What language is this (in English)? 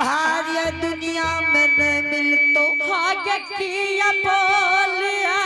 Angika